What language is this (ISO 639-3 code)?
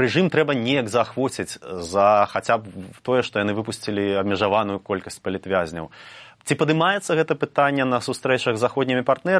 bel